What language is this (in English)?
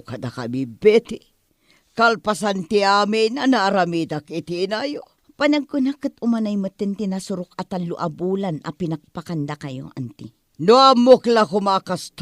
Iloko